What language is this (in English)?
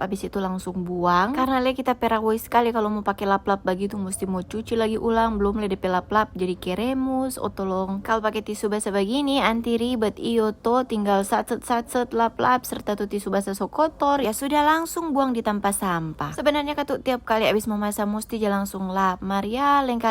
Manado Malay